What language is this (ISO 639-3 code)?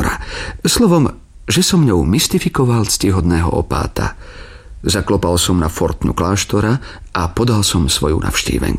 slk